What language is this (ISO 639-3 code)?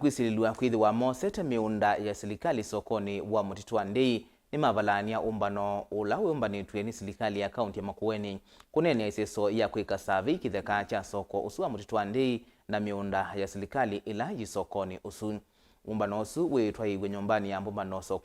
kam